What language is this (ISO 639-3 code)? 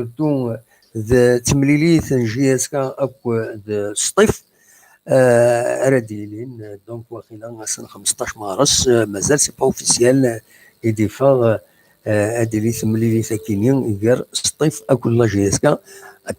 kab